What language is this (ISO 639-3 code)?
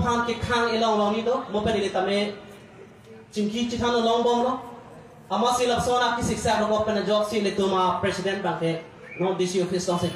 mjw